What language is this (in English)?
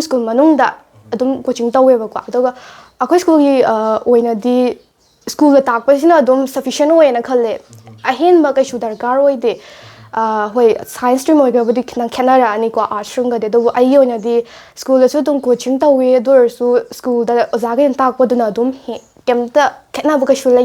Manipuri